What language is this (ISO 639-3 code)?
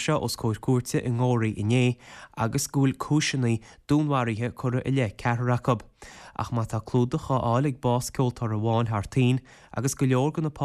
gle